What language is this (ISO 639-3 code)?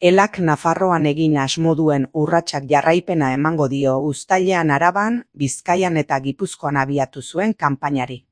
eus